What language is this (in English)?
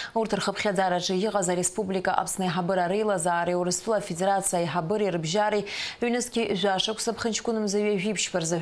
Abkhazian